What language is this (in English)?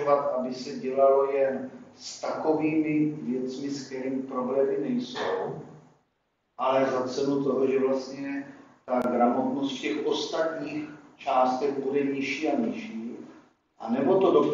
Czech